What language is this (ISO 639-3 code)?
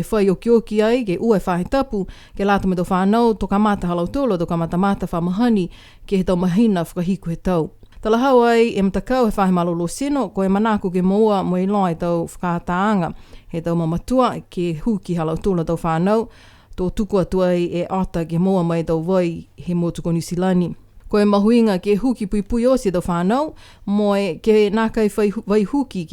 niu